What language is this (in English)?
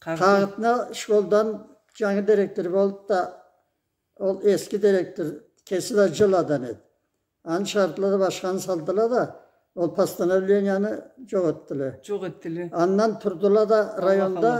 Karachay-Balkar